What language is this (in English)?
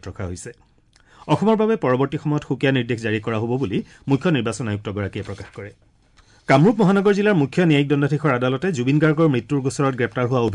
Assamese